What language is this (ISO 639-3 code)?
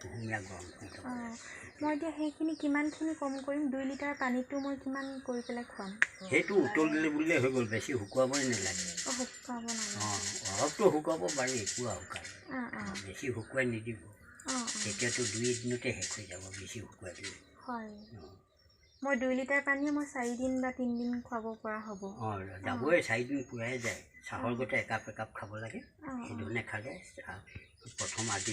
asm